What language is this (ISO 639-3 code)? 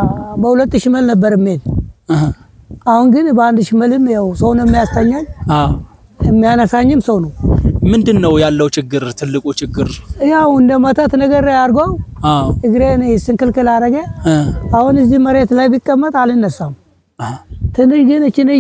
amh